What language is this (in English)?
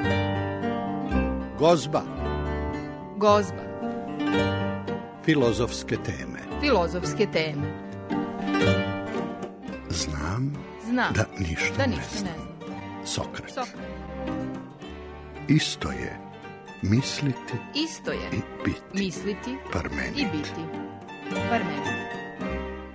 Serbian